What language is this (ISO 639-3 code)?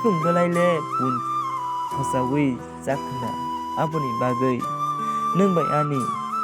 trp